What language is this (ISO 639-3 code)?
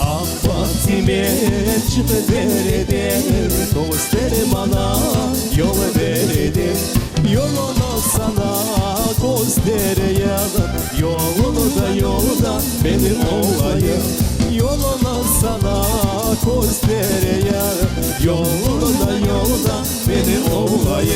crh